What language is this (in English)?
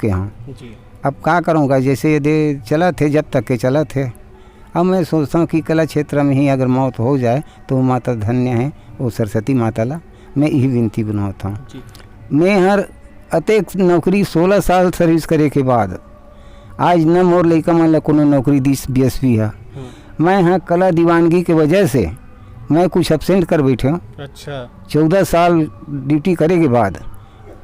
Chhattisgarhi